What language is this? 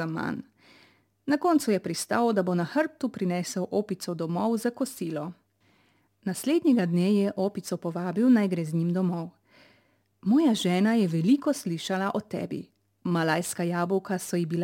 Slovenian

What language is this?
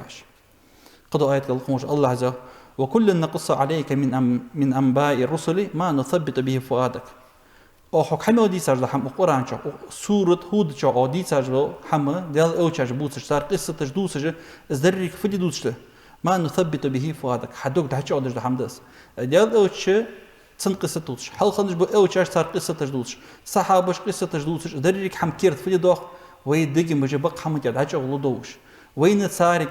Ingush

